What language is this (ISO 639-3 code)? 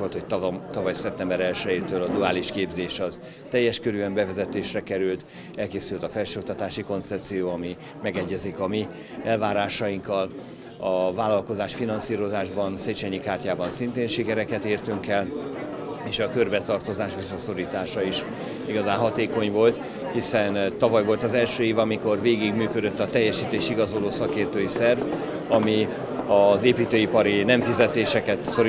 hun